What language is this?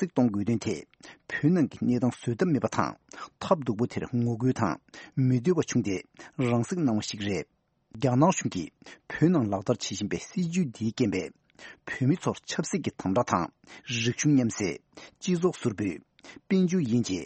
Tibetan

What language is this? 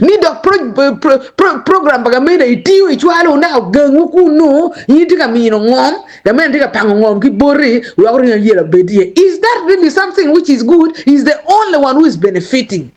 Acoli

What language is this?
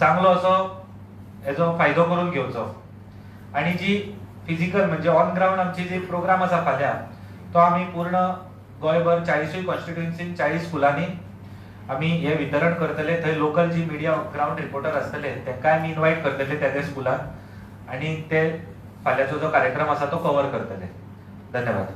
Konkani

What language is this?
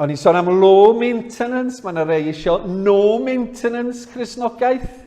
Welsh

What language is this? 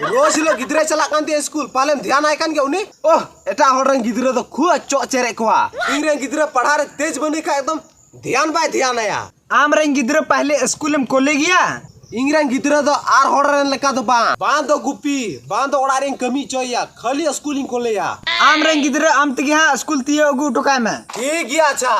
Santali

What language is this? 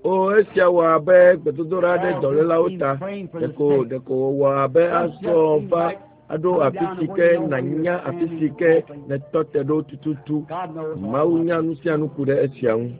Ewe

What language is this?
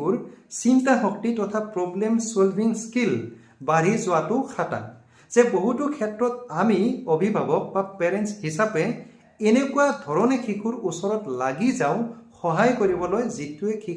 Assamese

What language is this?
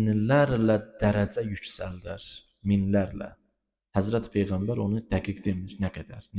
Azerbaijani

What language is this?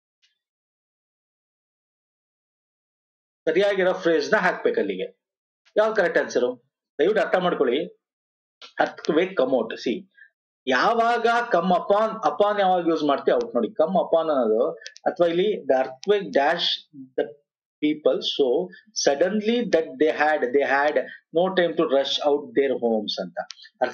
Kannada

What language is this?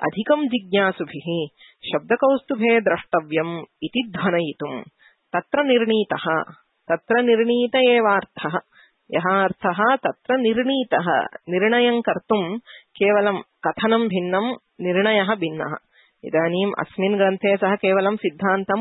Sanskrit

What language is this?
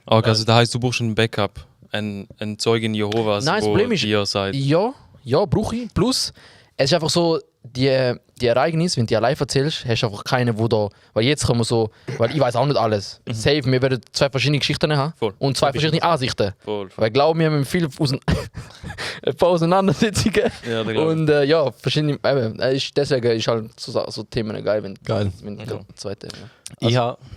Swiss German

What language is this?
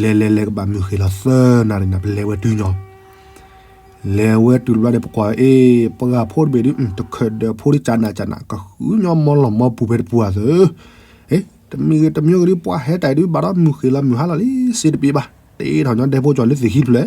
S'gaw Karen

